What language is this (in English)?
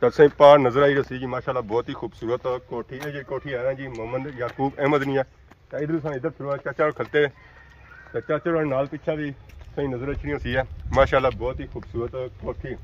Pahari-Potwari